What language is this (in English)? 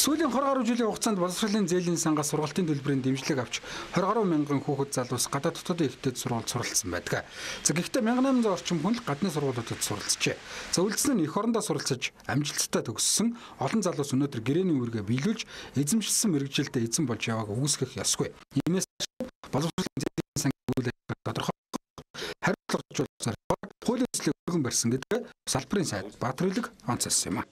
Mongolian